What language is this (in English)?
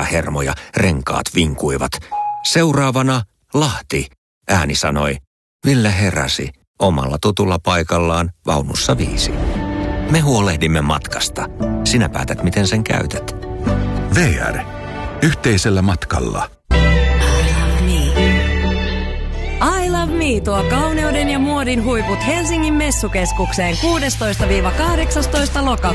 Finnish